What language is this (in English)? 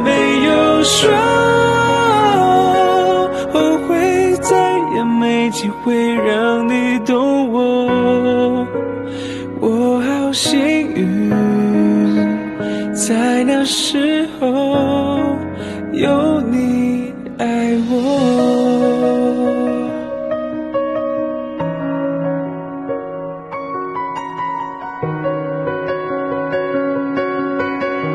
Chinese